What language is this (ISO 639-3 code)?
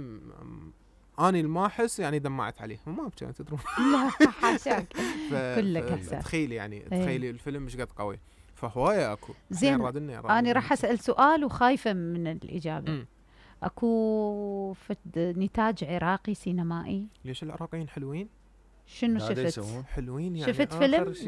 acm